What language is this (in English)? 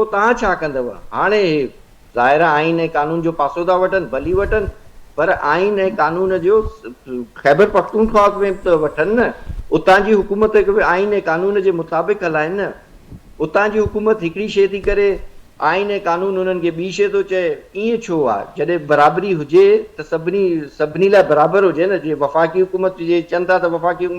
Sindhi